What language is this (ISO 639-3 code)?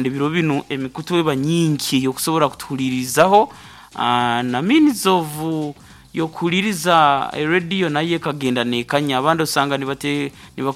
nyn